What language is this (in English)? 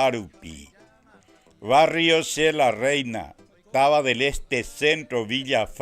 Guarani